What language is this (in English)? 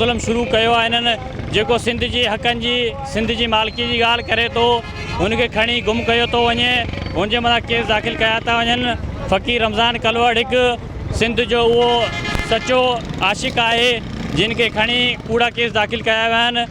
Sindhi